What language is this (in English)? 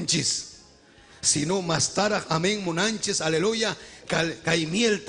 Ayacucho Quechua